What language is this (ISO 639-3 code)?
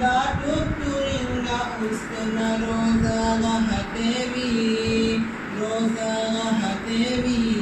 brh